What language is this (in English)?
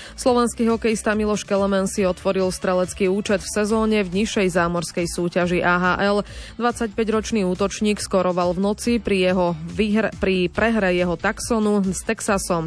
Slovak